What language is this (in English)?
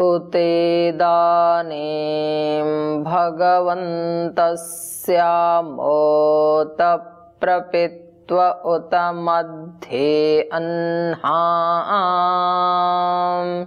Sanskrit